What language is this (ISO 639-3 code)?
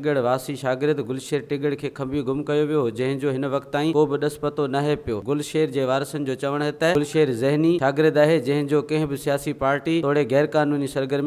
snd